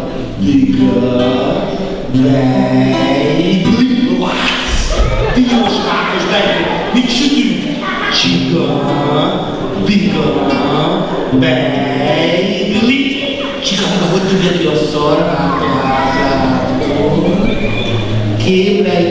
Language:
Hungarian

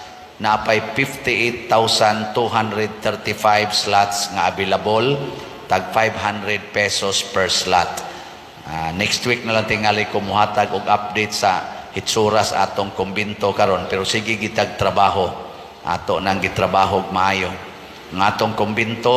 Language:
Cebuano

